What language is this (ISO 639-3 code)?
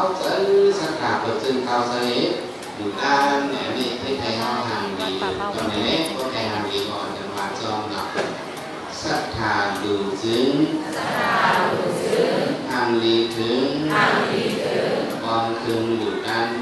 shn